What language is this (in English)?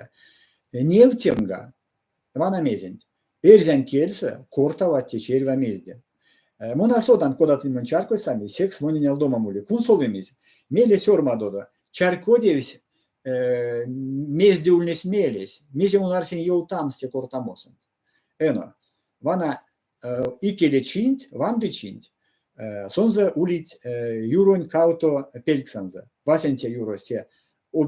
Erzya